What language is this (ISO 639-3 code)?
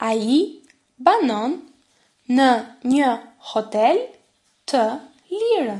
sqi